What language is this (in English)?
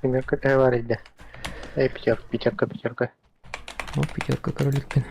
Yakut